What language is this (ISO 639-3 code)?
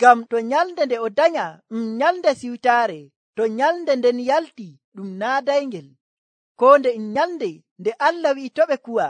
fuv